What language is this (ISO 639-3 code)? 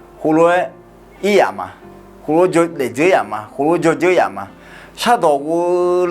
ahk